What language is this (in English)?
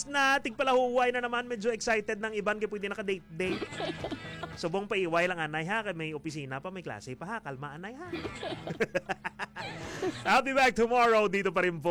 Hiligaynon